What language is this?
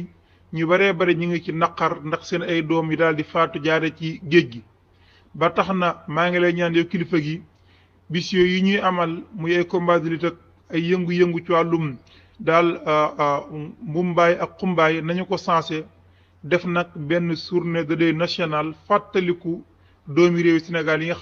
Wolof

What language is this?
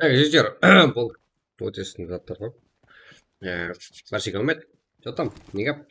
Kara-Kalpak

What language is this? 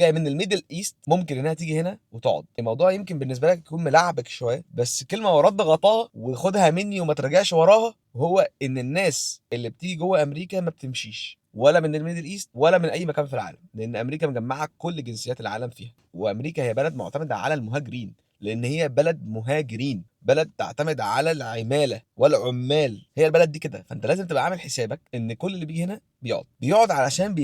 Egyptian Arabic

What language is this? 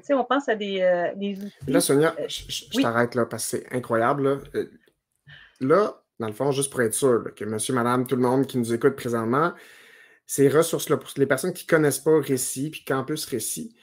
French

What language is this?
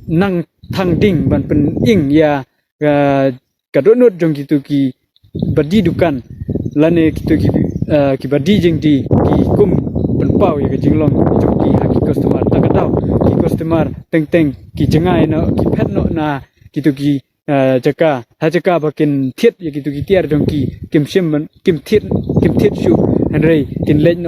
Khasi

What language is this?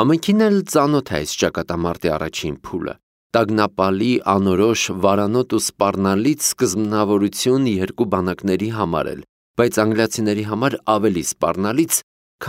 Armenian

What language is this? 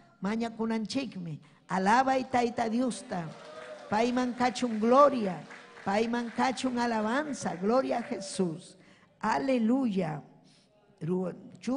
Ayacucho Quechua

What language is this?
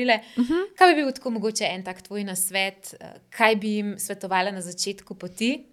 Slovenian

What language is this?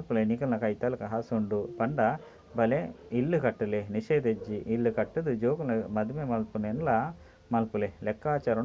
Tulu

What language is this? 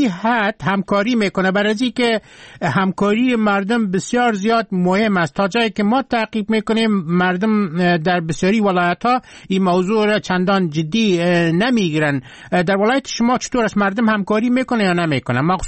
Persian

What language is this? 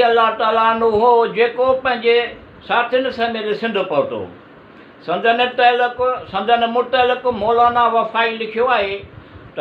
Sindhi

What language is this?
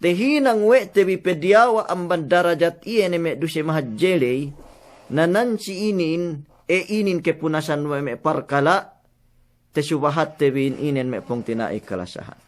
Yakan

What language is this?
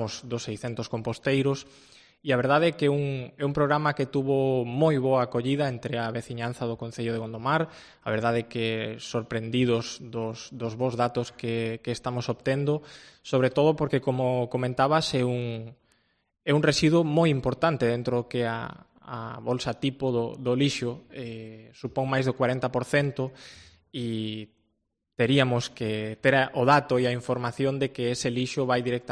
Galician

